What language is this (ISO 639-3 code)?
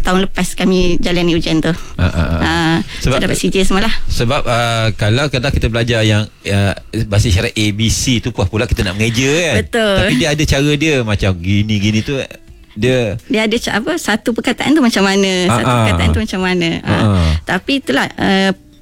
msa